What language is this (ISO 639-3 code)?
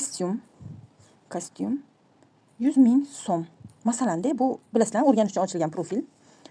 uzb